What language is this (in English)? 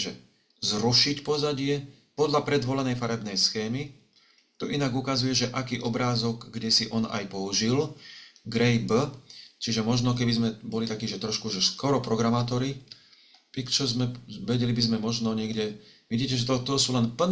Slovak